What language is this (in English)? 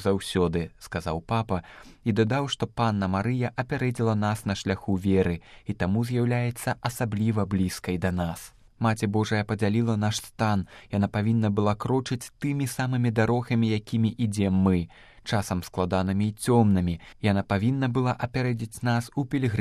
Belarusian